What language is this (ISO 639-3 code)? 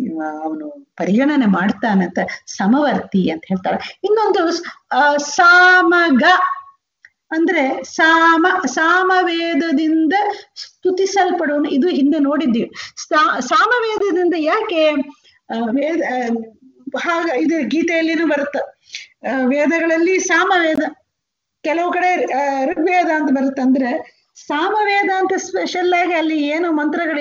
kan